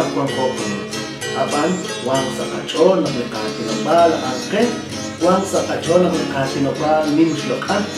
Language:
Kekchí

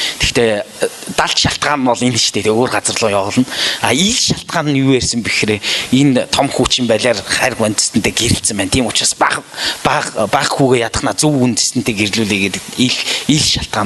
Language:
Mongolian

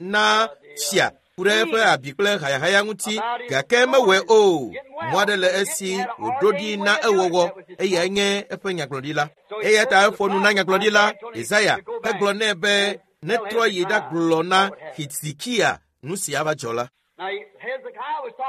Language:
Ewe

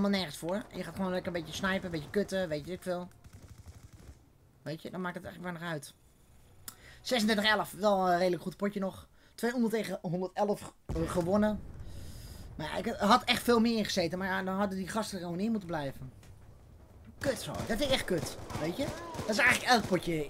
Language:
Dutch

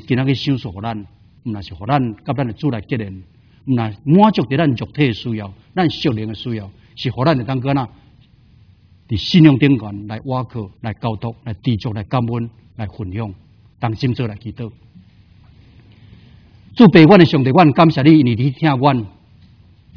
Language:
Min Nan Chinese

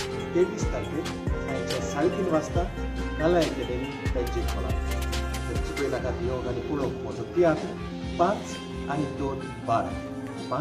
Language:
Konkani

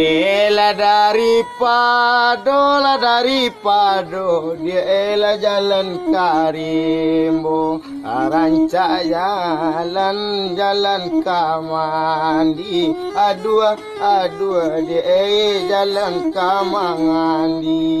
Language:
Minangkabau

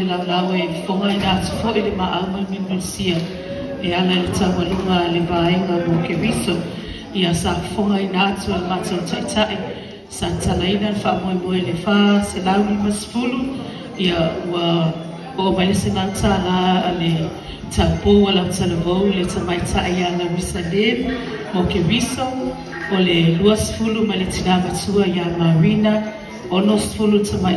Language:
Samoan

